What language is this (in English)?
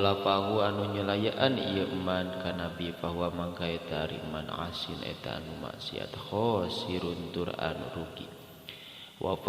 Sundanese